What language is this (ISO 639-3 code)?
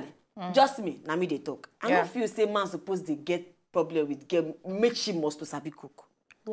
pcm